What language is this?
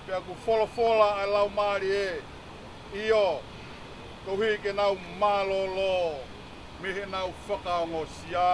Tongan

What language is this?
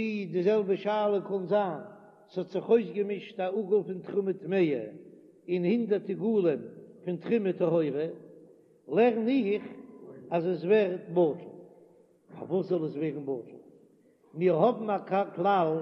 Yiddish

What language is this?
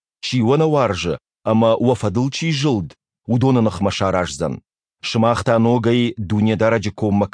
Ossetic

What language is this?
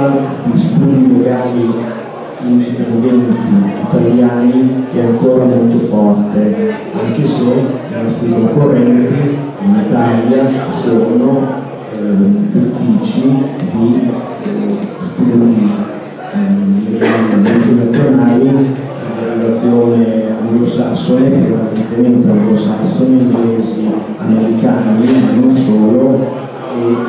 Italian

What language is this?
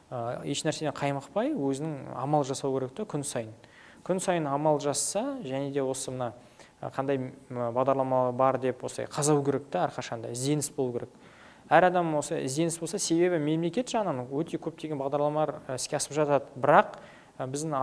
Kazakh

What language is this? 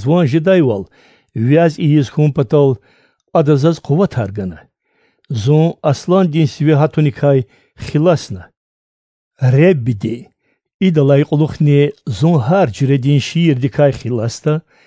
Lezghian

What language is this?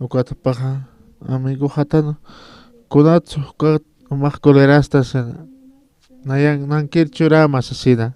Aymara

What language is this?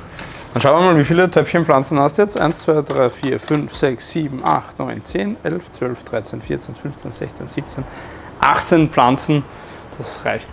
German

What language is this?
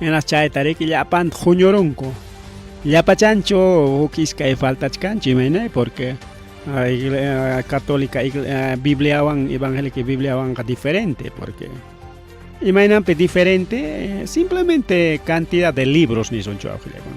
Ayacucho Quechua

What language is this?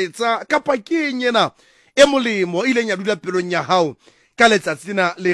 Southern Sotho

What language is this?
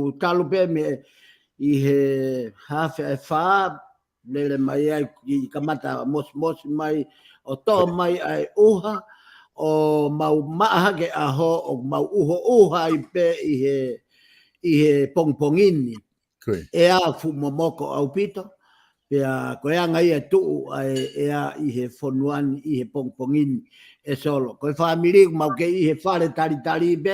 Tongan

